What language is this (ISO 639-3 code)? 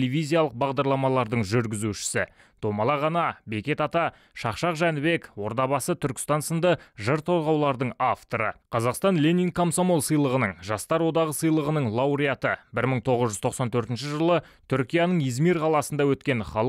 kaz